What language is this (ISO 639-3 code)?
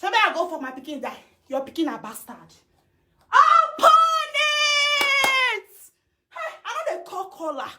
pcm